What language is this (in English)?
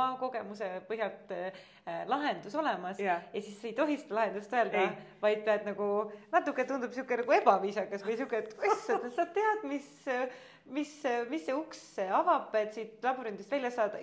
Estonian